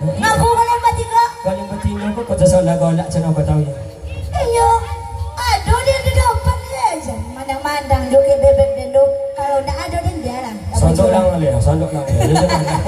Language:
Minangkabau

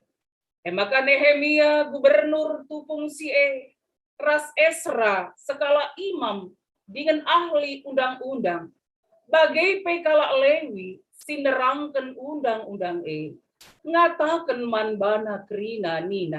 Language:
Batak Karo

